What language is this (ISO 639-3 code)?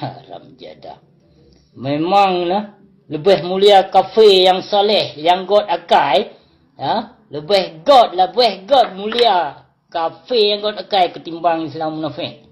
ace